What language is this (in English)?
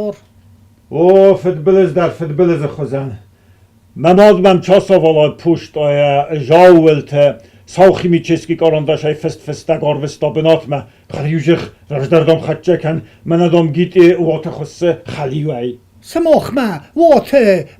Ossetic